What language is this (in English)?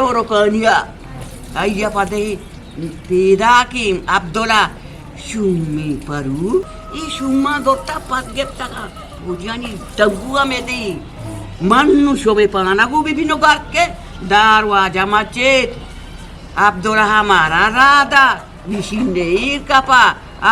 Eastern Balochi